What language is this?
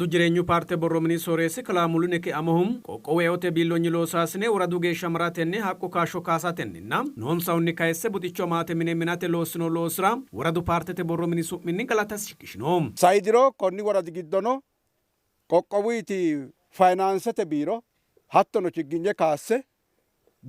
Sidamo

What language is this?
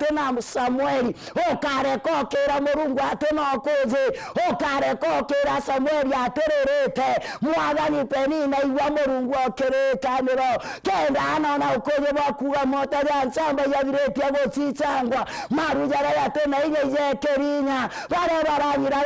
Meru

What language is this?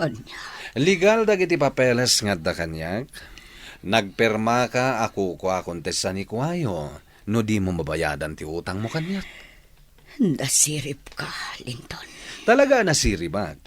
Iloko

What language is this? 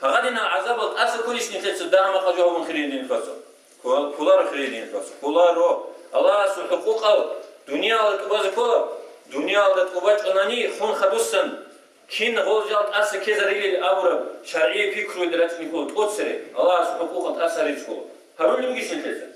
Avaric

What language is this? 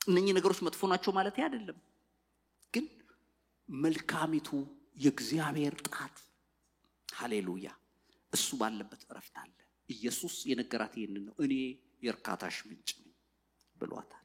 Amharic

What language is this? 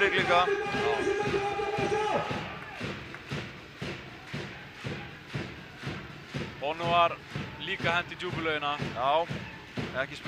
Icelandic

